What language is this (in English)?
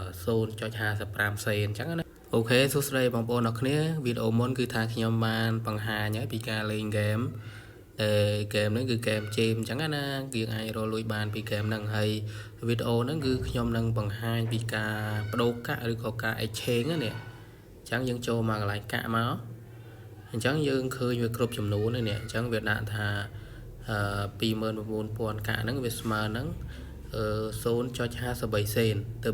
Khmer